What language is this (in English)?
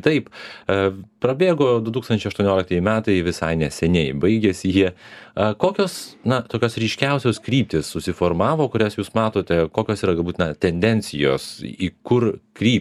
Lithuanian